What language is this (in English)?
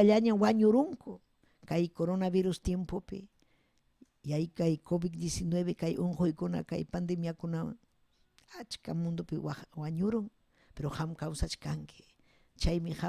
Ayacucho Quechua